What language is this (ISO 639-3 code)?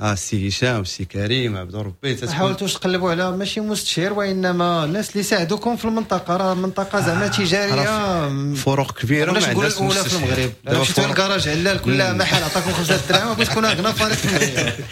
ary